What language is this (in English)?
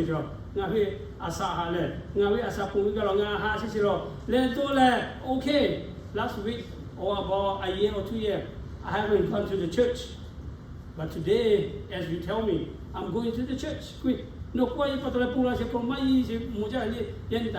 Lahu